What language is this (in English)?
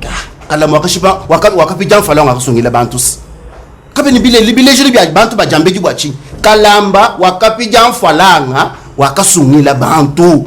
Luba-Lulua